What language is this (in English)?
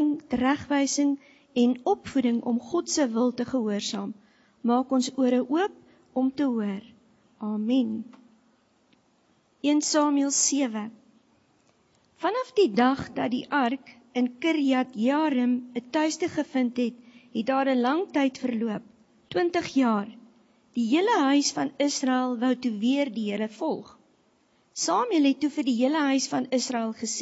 Afrikaans